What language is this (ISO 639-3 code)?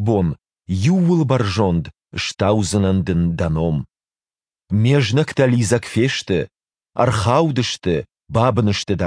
oss